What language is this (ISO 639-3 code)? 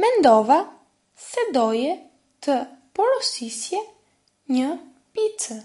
sqi